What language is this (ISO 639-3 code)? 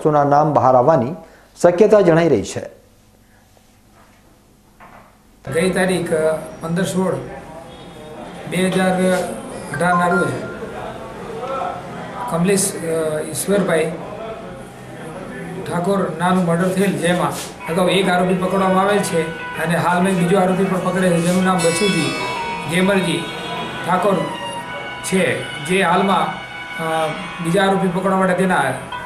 guj